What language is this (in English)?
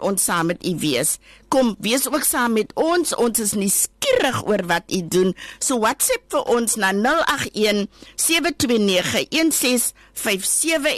Afrikaans